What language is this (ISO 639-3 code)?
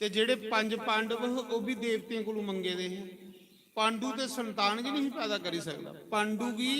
doi